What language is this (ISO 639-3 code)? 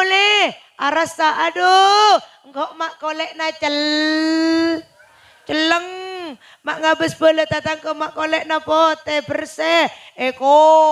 mad